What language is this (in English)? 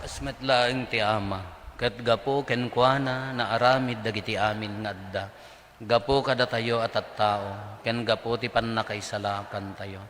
Iloko